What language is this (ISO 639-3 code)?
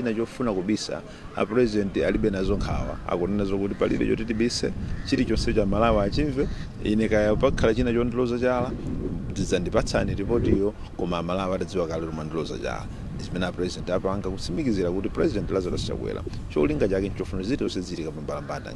nya